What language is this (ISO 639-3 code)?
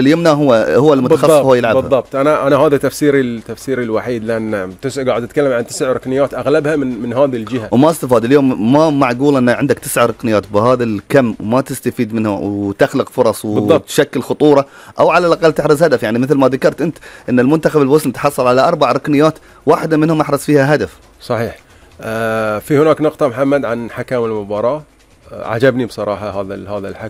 afb